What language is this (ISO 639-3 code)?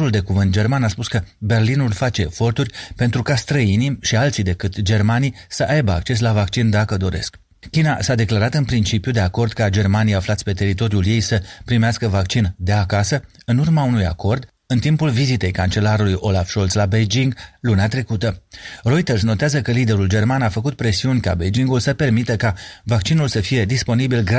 ron